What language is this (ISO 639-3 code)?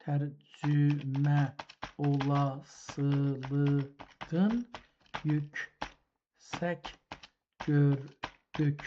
azb